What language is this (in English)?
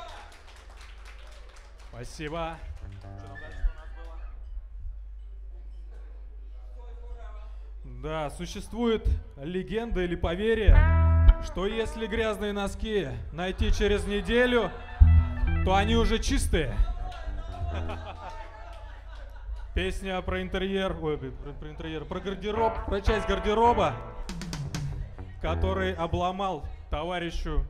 Russian